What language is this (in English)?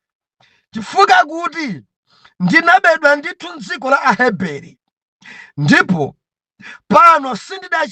Nyanja